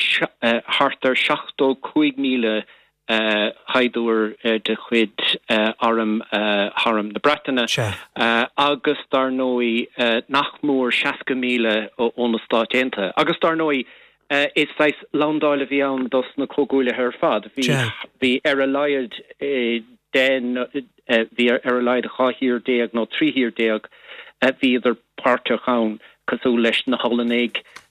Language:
Irish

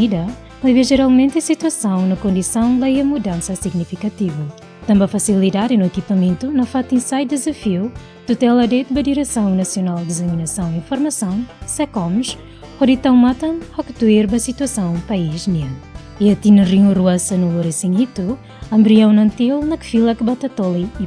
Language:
Tetum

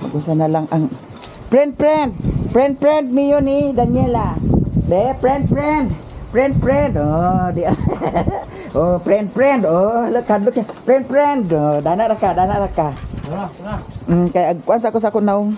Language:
Cebuano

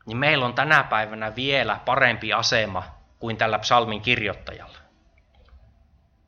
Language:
Finnish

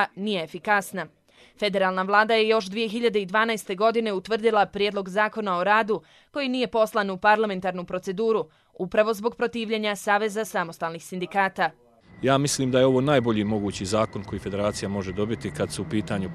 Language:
Bosnian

